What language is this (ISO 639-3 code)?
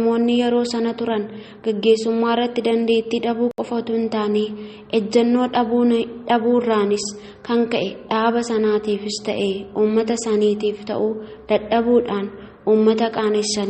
orm